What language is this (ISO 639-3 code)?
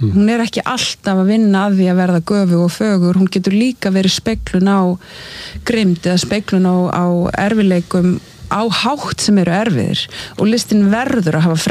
isl